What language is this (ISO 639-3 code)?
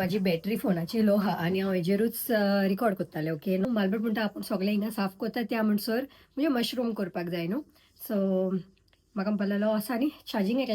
kok